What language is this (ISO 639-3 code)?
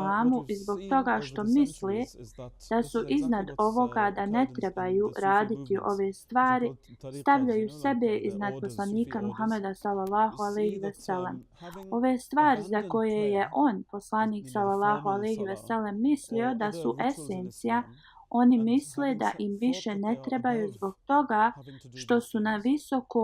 bos